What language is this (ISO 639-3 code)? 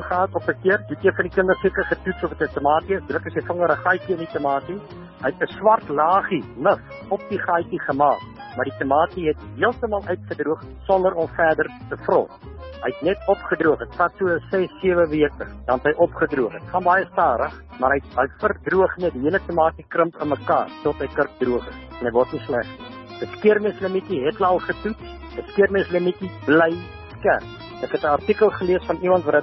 afr